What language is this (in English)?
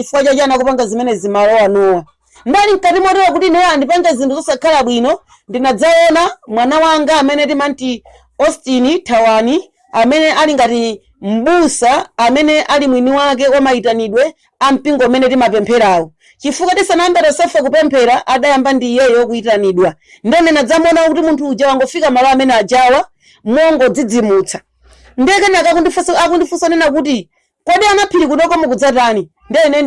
Nyanja